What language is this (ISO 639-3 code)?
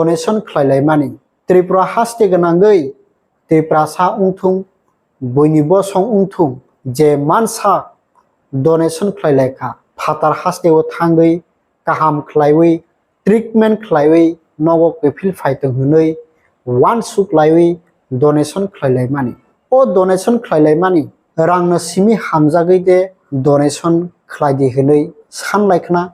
trp